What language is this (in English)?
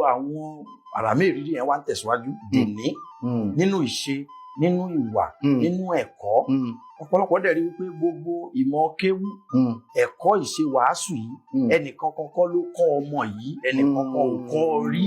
Yoruba